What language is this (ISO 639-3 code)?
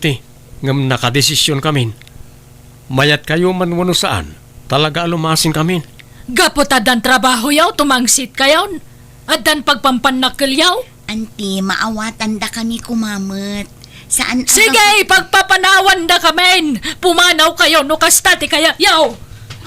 ilo